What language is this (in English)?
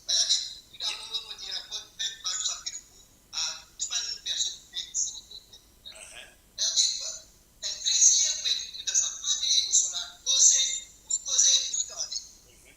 Morisyen